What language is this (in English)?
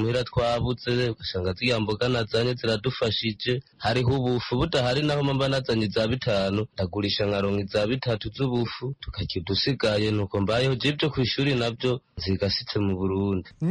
Kinyarwanda